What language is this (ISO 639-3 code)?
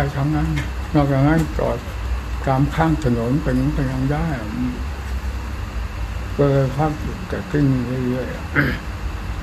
tha